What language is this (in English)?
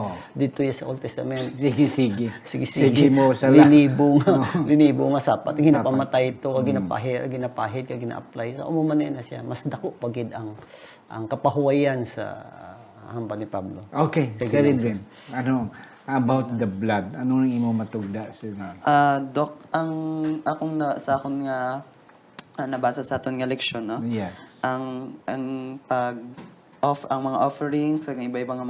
Hiligaynon